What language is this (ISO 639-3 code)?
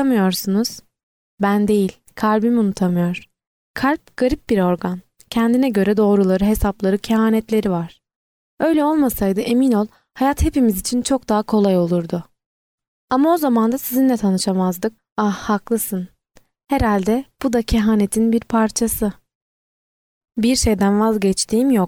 tur